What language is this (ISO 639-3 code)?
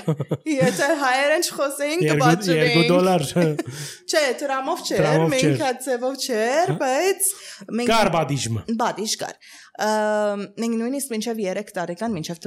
hye